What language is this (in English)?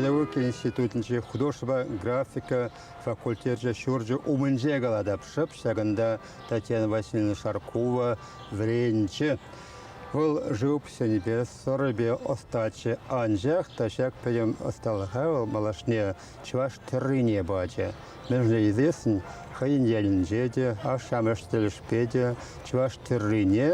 Chuvash